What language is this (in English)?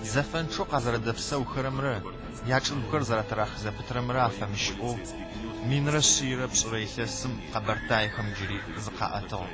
Adyghe